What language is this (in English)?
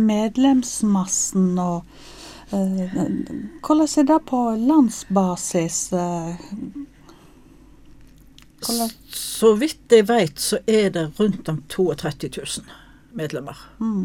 Norwegian